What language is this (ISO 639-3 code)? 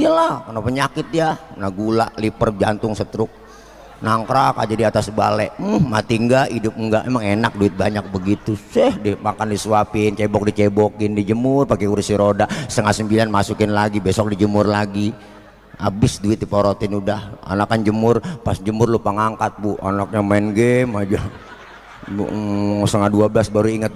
bew